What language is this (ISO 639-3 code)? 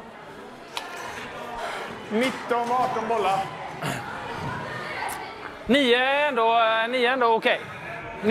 swe